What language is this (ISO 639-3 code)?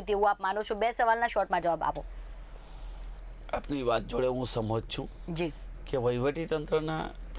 guj